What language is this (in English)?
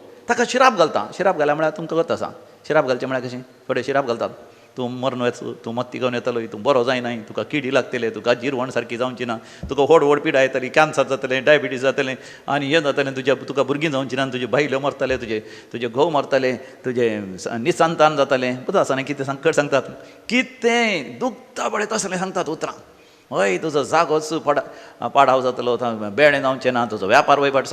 Konkani